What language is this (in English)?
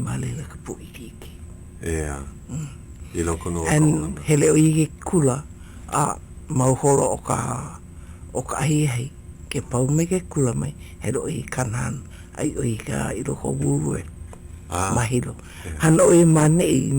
Hawaiian